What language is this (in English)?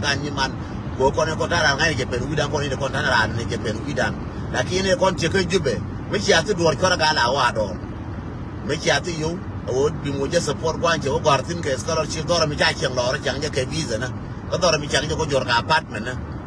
Nuer